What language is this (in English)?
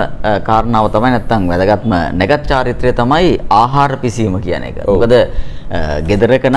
Sinhala